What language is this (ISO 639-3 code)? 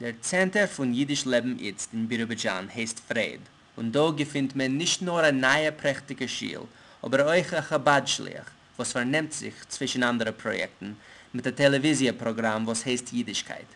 yid